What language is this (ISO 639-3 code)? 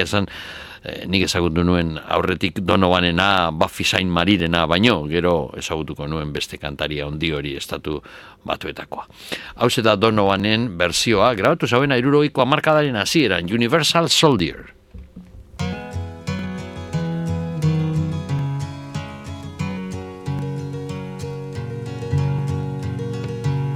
eus